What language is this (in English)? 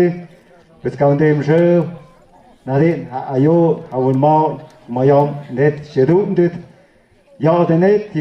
Tlahuitoltepec Mixe